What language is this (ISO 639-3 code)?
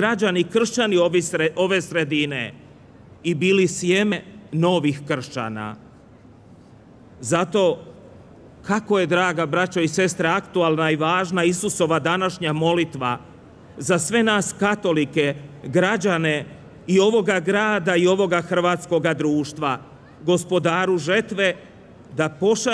hrv